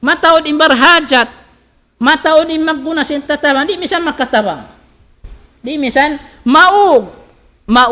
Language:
Tausug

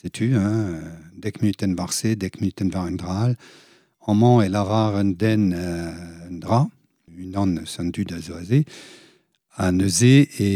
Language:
Breton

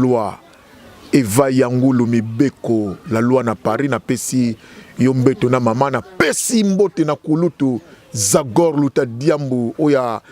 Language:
Lingala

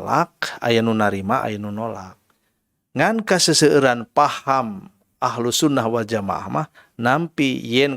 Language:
Sundanese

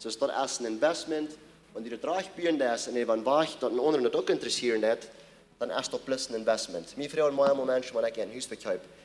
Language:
Plautdietsch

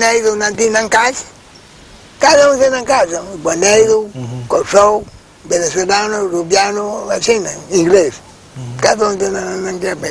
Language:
Papiamento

